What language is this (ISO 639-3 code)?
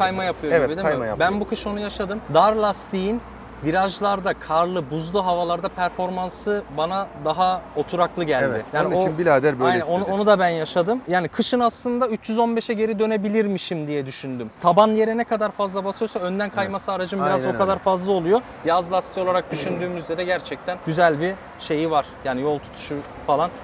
tur